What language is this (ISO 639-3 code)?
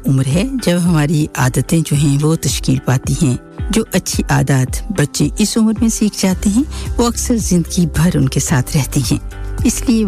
urd